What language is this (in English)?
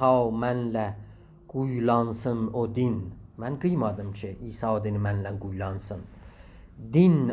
South Azerbaijani